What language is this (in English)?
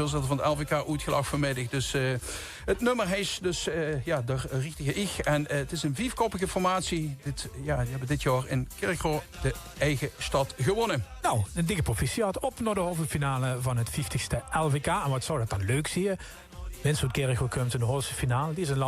Limburgish